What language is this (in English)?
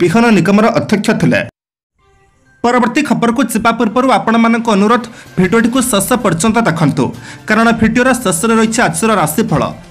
Odia